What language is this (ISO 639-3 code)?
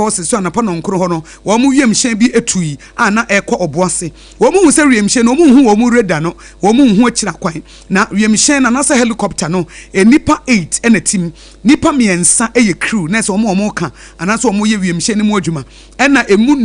aka